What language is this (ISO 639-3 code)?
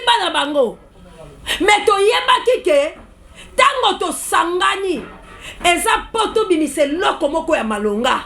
lin